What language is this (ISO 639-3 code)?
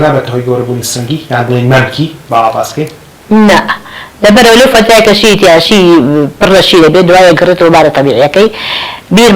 ckb